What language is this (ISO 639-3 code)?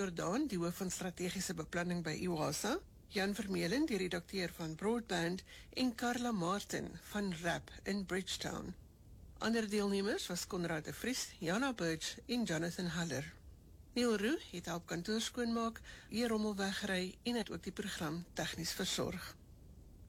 afr